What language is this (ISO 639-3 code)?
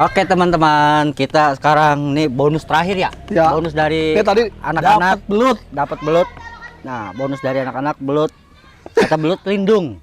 bew